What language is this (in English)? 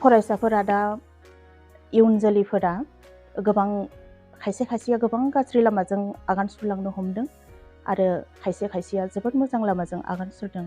Bodo